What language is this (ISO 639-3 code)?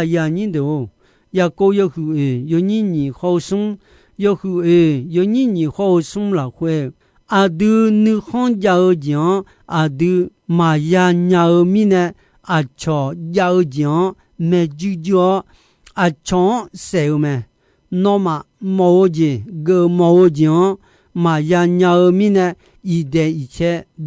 ahk